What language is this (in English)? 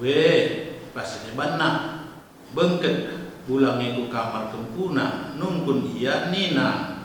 Batak Karo